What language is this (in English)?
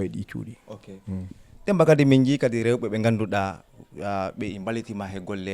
Fula